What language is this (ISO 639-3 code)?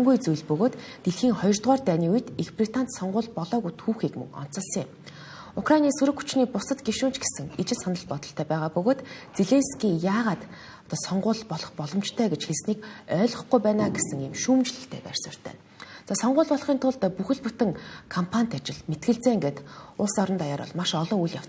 mon